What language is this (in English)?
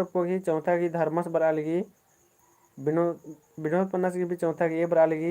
Kurukh